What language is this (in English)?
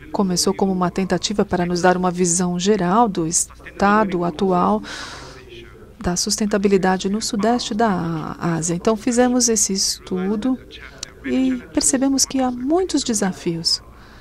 Portuguese